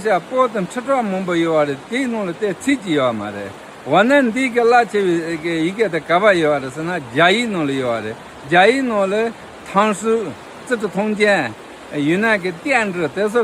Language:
Tibetan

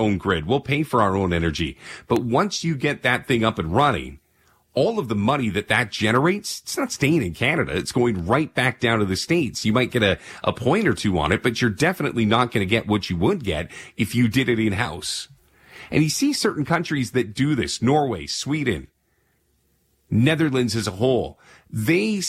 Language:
English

